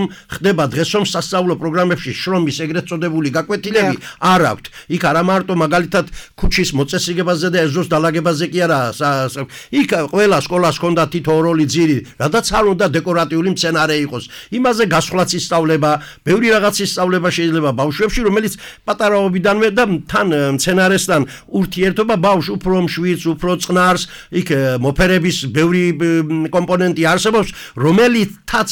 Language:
Georgian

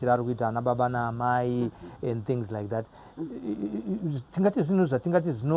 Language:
Shona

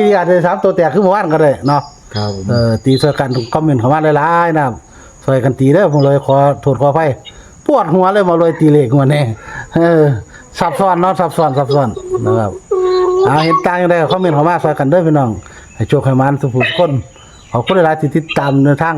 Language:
Northeastern Thai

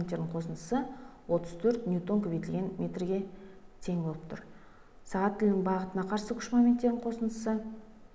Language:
Kazakh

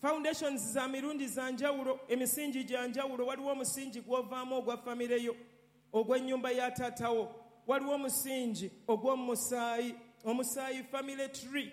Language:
Ganda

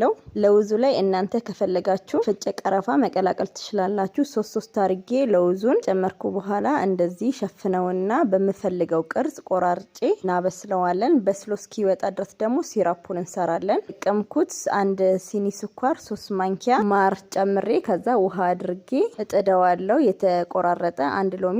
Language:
Amharic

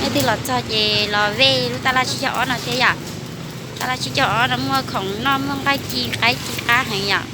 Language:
Hmong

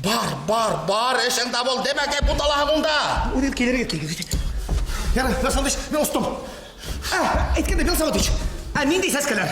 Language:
Bashkir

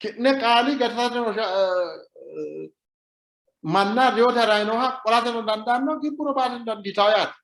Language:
Sidamo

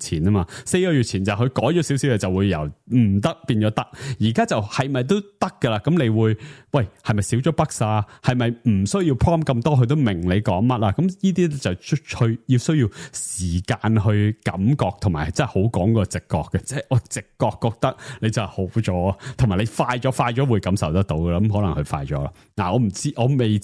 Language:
Cantonese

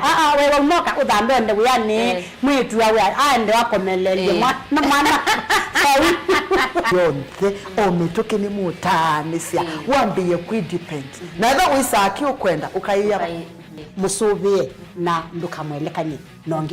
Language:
Kamba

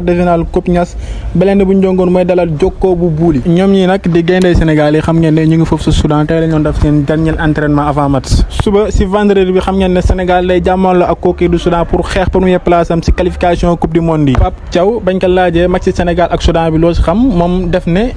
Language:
Wolof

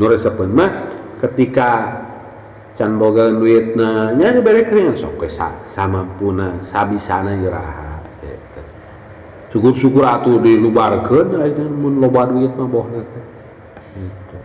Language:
Sundanese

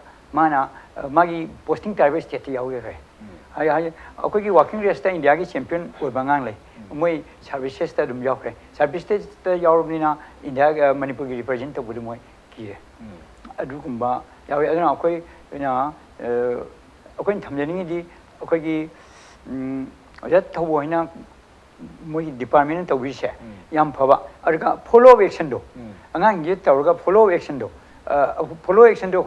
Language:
Manipuri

